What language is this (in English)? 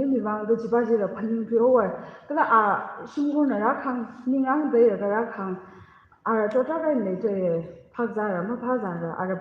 Tangkhul Naga (India)